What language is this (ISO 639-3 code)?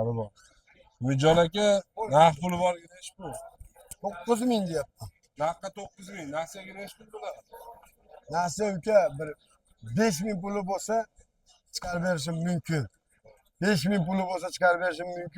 uzb